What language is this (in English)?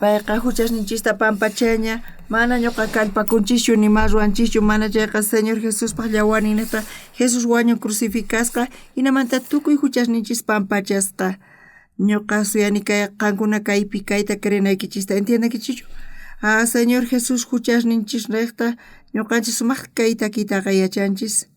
South Bolivian Quechua